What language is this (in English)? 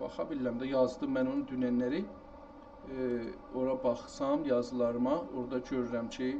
South Azerbaijani